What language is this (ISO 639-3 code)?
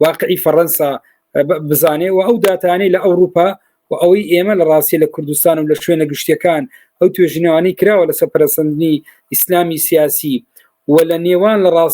ckb